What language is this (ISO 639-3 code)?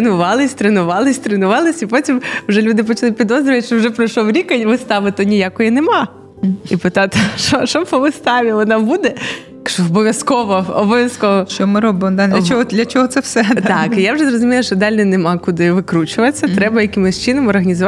ukr